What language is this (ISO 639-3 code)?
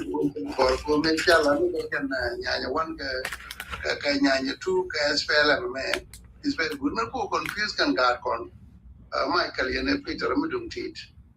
nus